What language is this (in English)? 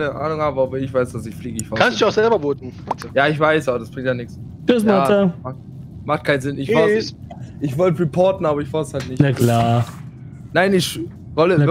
German